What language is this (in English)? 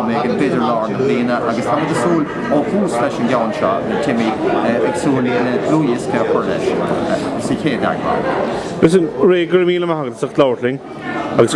Irish